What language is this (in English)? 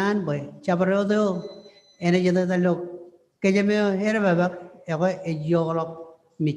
Marshallese